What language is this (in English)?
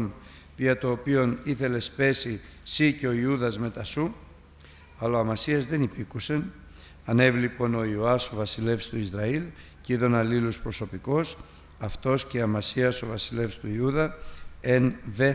Greek